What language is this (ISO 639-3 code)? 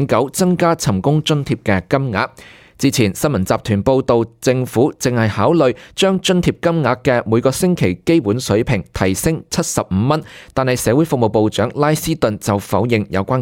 yue